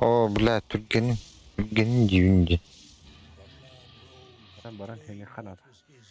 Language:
Yakut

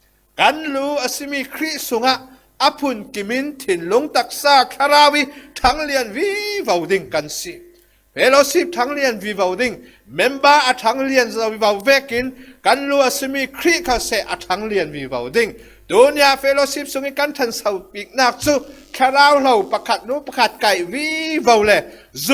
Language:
Falam Chin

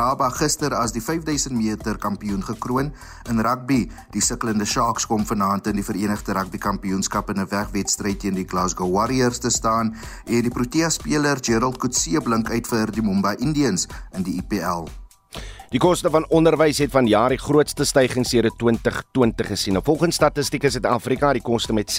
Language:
Afrikaans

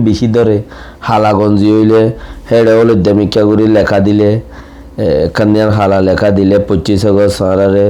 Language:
Rohingya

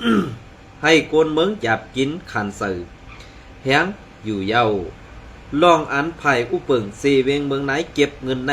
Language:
Shan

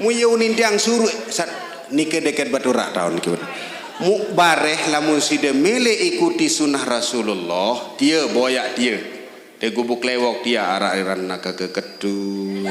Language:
Sasak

